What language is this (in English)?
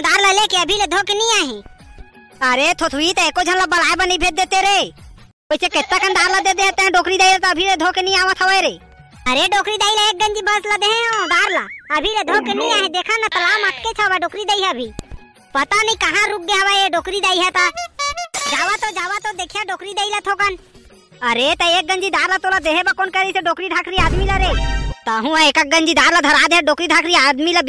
Chhattisgarhi